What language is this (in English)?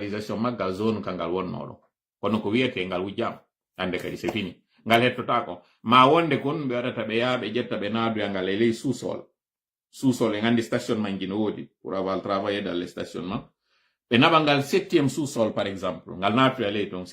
Fula